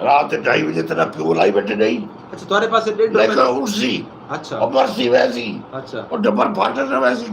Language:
Saraiki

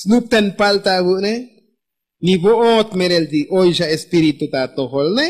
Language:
Tzotzil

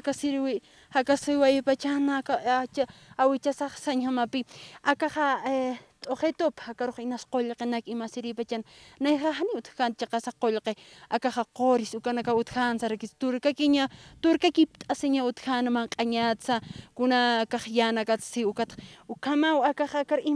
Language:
Aymara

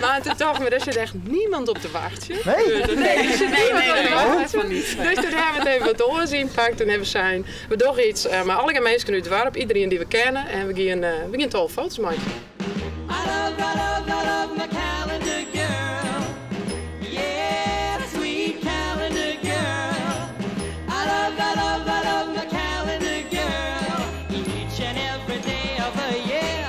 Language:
Western Frisian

